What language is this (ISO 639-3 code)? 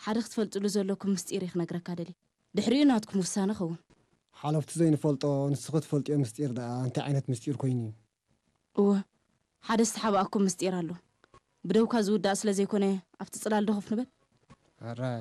tir